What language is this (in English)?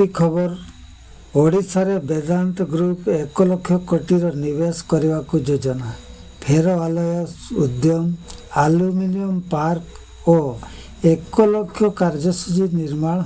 Odia